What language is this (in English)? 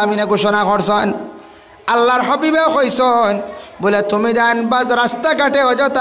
Sylheti